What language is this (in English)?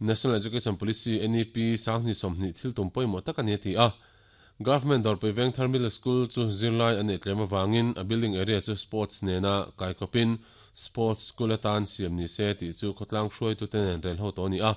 Mizo